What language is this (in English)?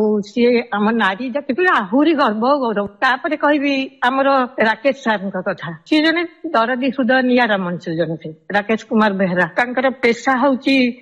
Odia